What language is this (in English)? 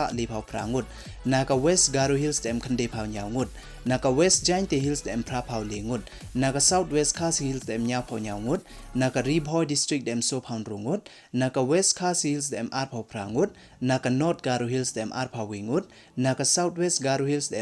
Pnar